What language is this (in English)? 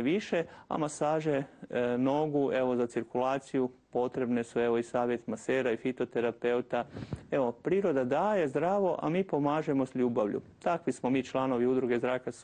Croatian